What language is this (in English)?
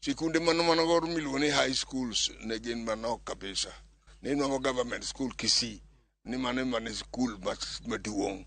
Luo (Kenya and Tanzania)